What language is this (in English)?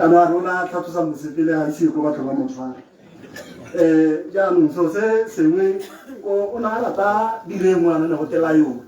Tswana